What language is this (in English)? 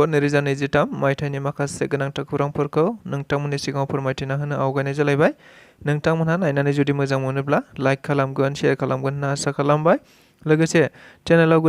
Bodo